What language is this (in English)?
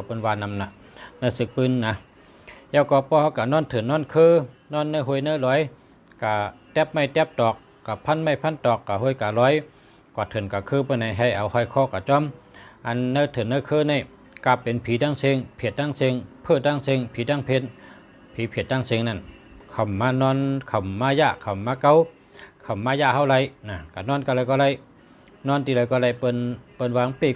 Shan